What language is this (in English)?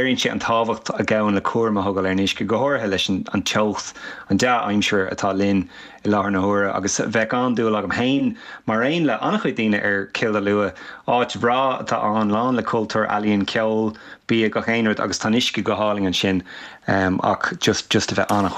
Irish